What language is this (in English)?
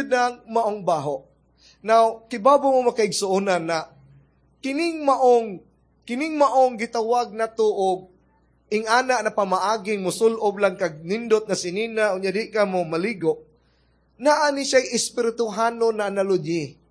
Cebuano